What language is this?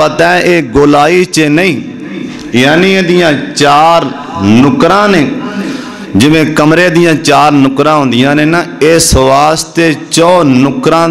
Western Panjabi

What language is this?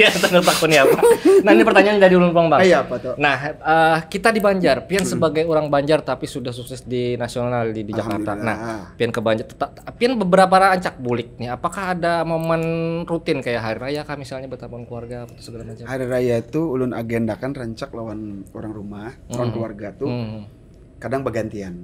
Banjar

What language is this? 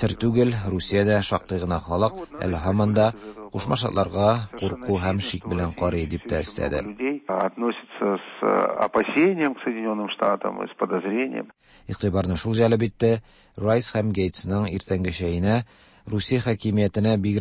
Tatar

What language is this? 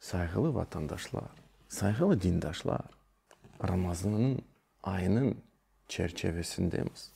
Crimean Tatar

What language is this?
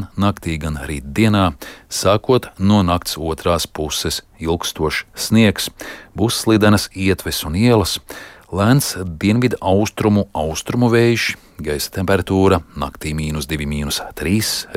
Latvian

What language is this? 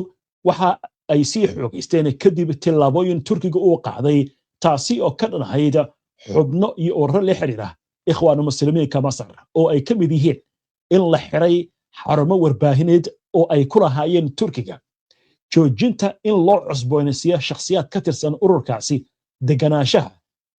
Somali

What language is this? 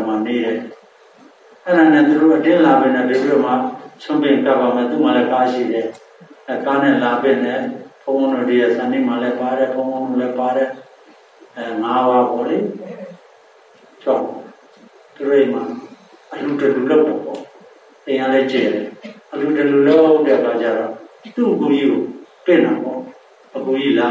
Burmese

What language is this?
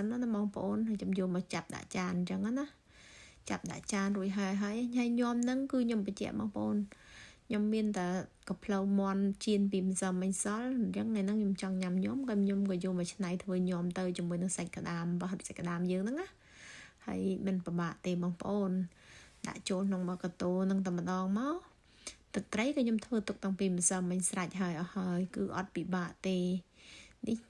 Khmer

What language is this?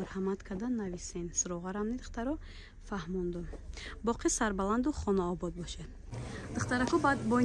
Tajik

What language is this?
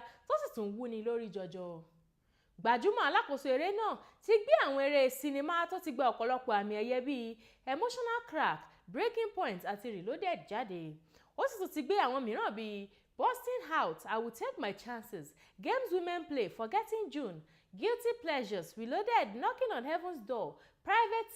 Yoruba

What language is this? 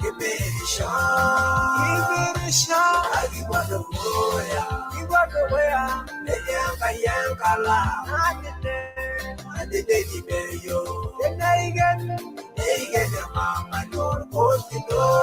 Masai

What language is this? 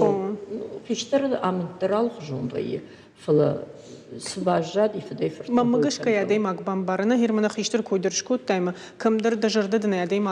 Ossetic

